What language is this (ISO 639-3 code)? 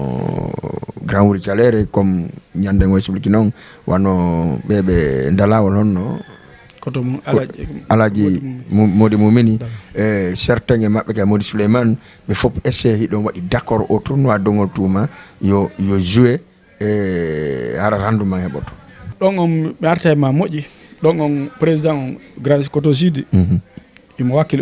ful